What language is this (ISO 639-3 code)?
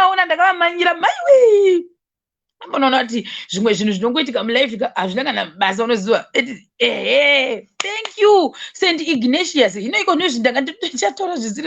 sna